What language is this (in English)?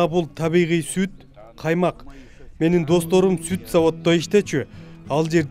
Kyrgyz